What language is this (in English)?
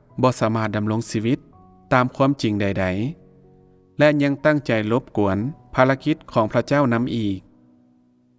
Lao